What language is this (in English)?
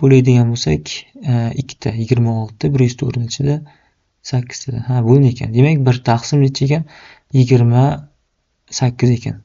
Uzbek